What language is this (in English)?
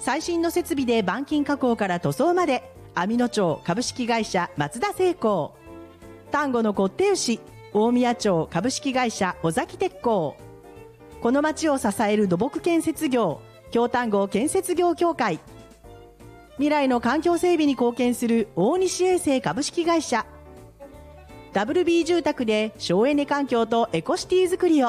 Japanese